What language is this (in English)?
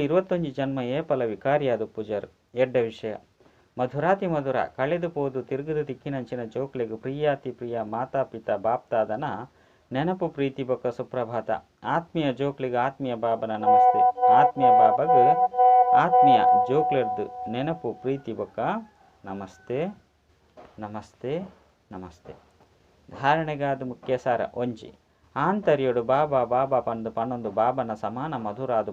Tulu